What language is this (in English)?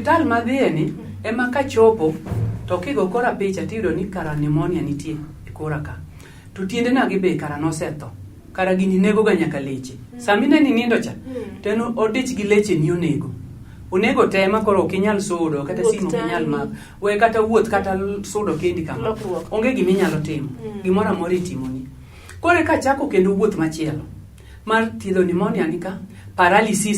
Luo (Kenya and Tanzania)